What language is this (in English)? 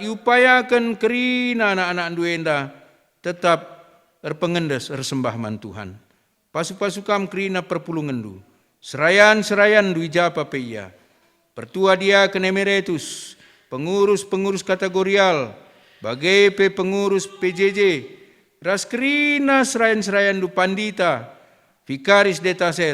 Batak Karo